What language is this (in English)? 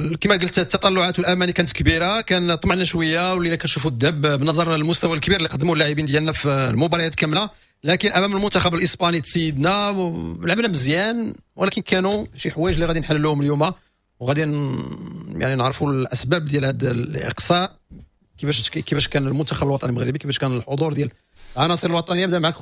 Moroccan Arabic